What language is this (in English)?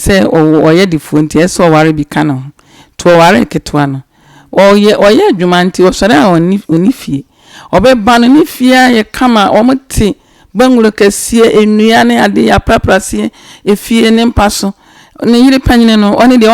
Akan